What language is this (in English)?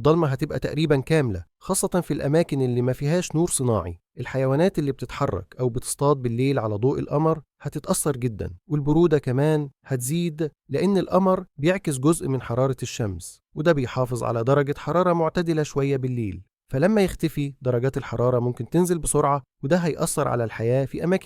Egyptian Arabic